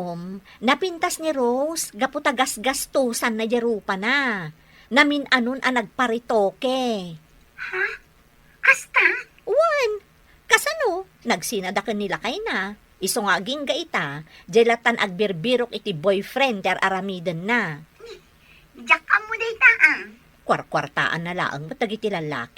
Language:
Iloko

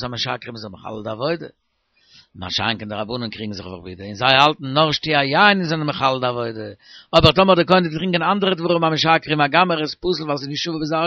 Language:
Yiddish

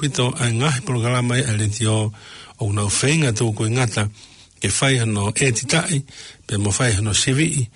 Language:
Tongan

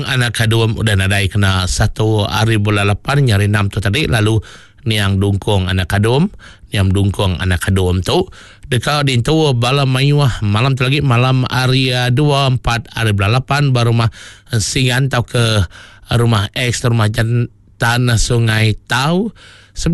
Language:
Iban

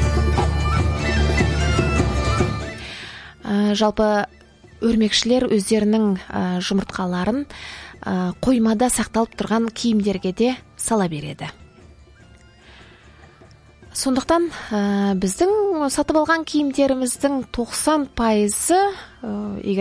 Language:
Kazakh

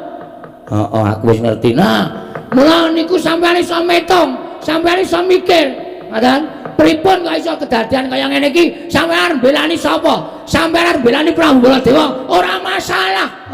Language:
Javanese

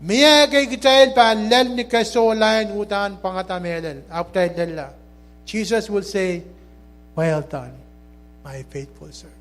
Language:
Pohnpeian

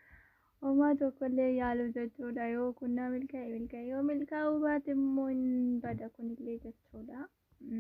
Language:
Oromo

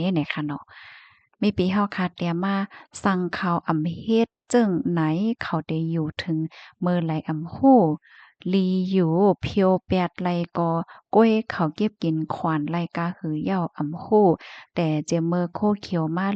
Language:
Shan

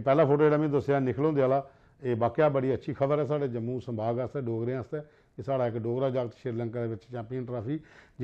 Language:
Dogri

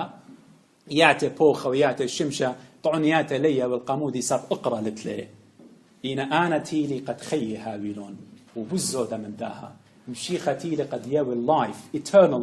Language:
Assyrian Neo-Aramaic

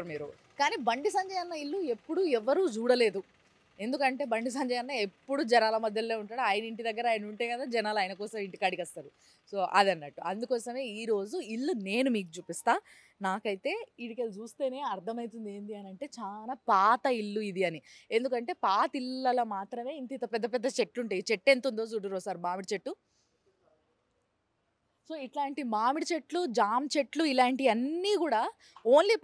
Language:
Telugu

